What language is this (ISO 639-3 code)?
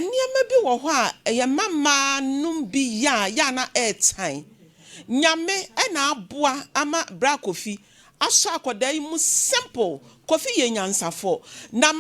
aka